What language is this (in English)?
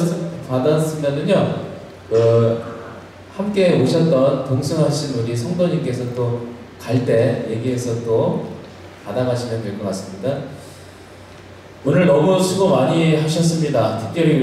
Korean